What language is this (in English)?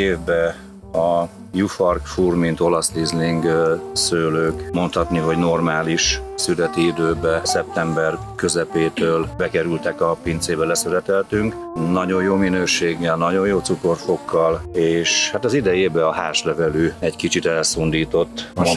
Hungarian